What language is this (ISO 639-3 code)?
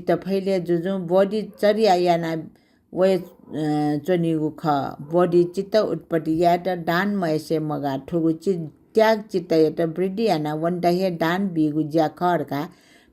new